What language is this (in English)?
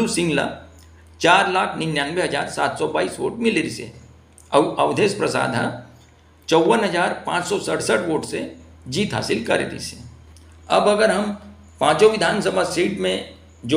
Chhattisgarhi